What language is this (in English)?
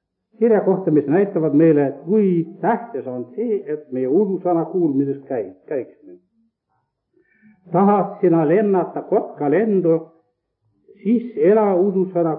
Estonian